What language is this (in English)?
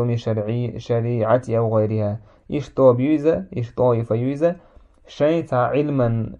Chechen